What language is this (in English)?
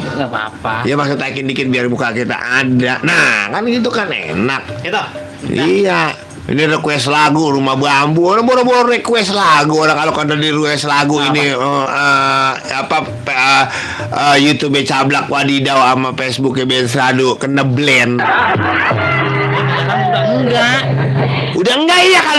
Betawi